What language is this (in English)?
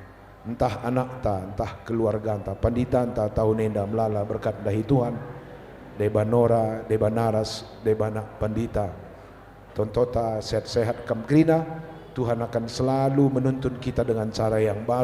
Batak Karo